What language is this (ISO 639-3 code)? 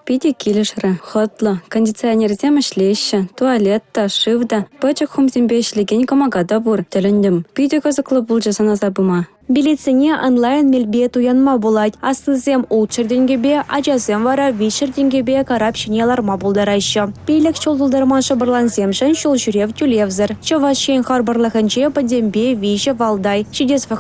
chv